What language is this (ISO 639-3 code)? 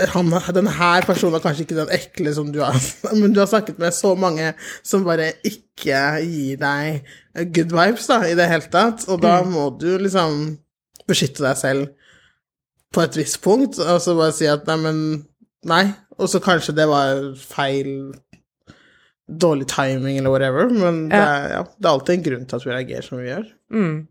nor